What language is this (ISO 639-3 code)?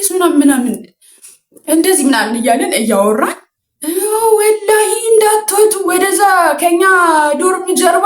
amh